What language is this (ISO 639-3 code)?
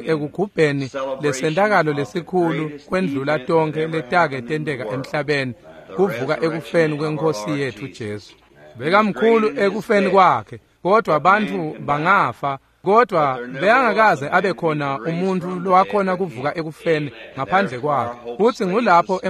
ssw